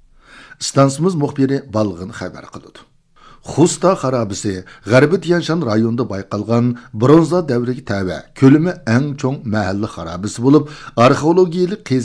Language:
Uyghur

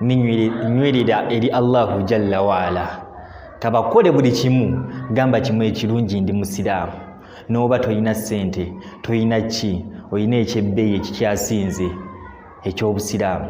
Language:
Ganda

